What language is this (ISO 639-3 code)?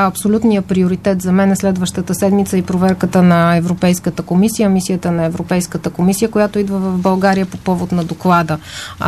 bul